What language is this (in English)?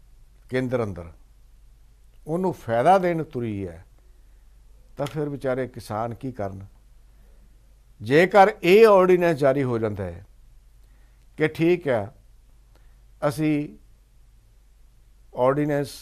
Punjabi